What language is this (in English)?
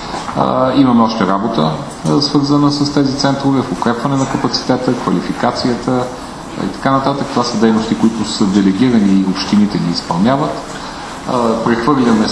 Bulgarian